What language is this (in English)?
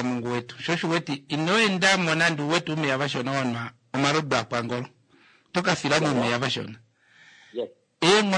Kuanyama